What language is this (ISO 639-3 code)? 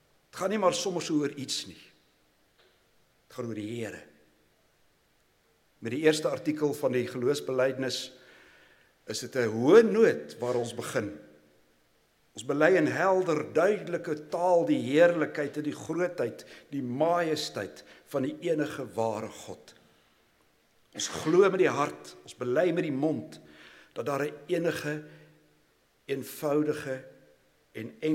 afr